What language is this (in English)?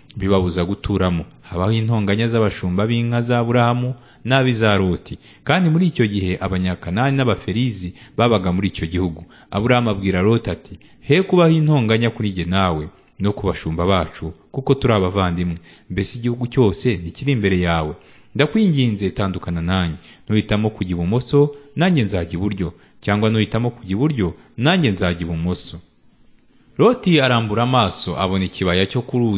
Kinyarwanda